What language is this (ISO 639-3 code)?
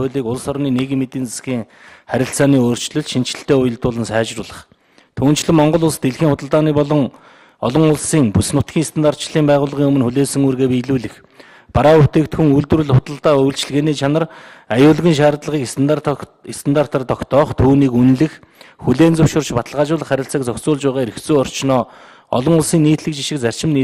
mon